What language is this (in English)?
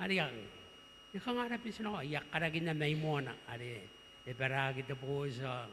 Gilbertese